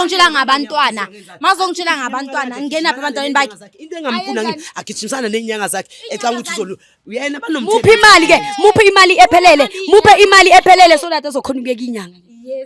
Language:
Zulu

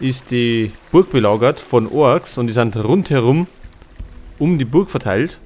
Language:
Bavarian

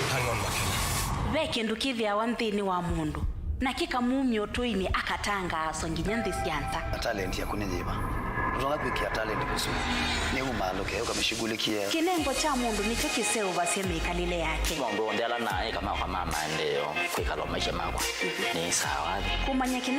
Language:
Kamba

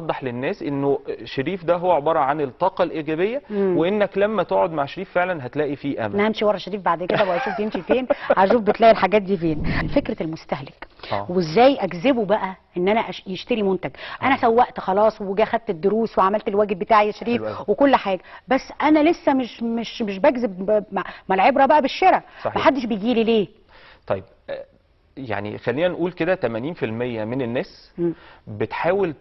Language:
Egyptian Arabic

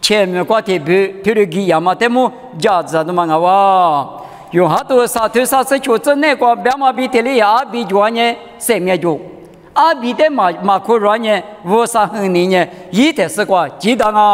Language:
Lisu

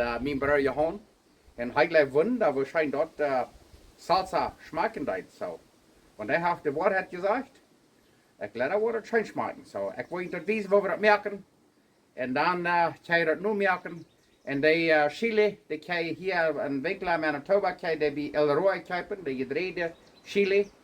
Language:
Plautdietsch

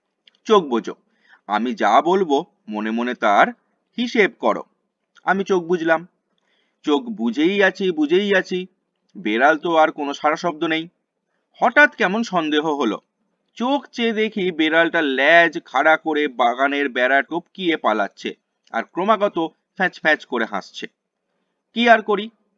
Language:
Bangla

